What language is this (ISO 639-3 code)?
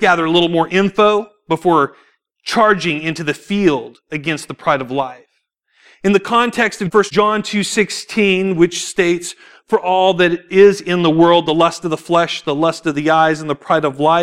eng